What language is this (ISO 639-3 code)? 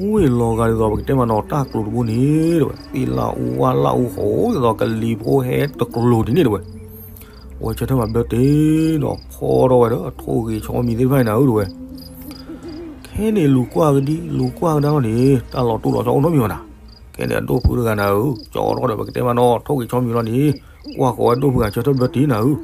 ksw